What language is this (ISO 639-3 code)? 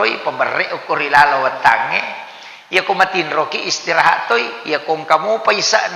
bug